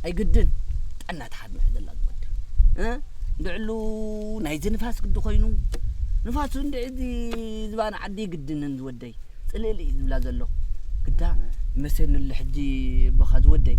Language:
Tigrinya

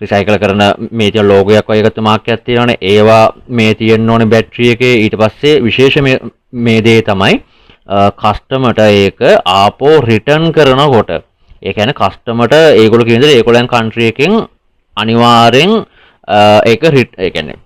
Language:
Sinhala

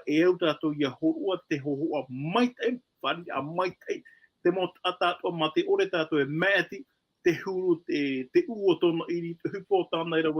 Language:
Tahitian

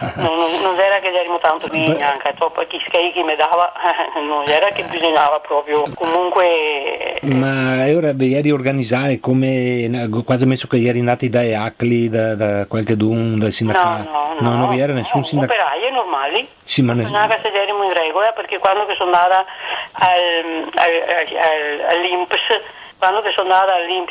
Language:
Venetian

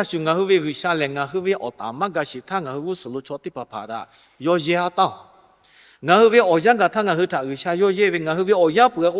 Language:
Lahu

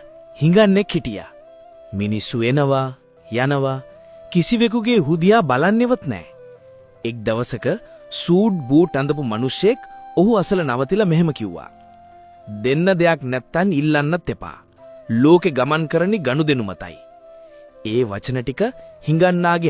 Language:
Sinhala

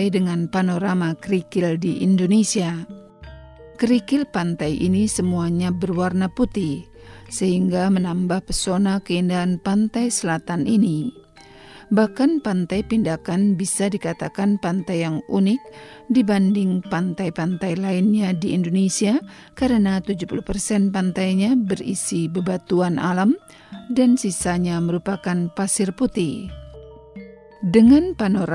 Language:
Indonesian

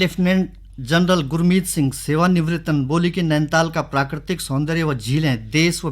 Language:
Garhwali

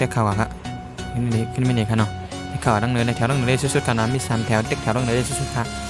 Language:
Shan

